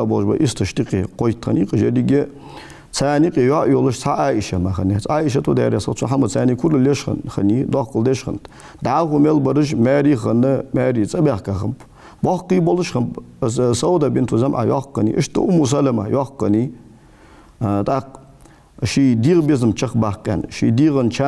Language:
Ingush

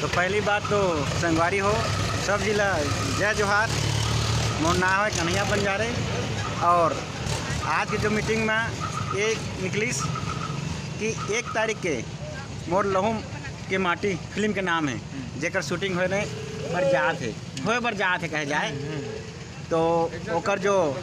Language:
Chhattisgarhi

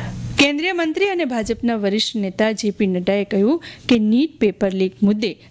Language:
Gujarati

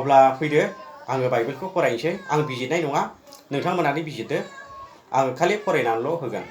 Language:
Bodo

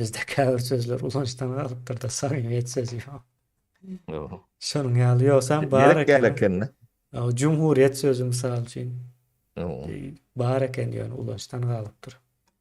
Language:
Turkmen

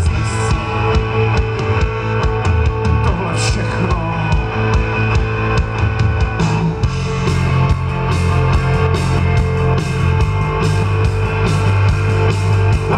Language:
Czech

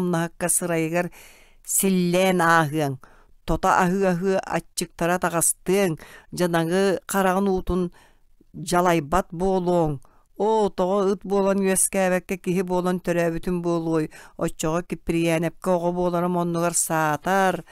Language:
Yakut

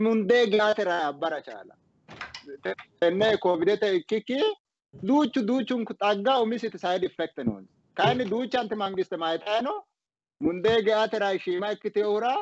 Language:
Sidamo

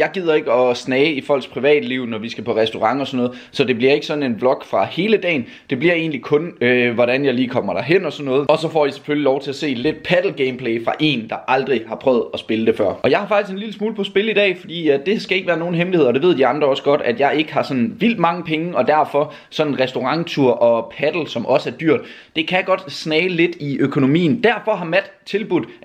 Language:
Danish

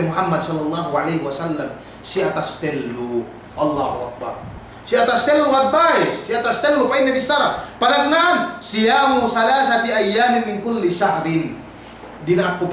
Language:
Yakan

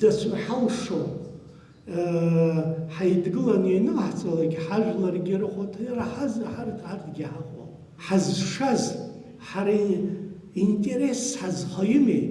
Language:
Abkhazian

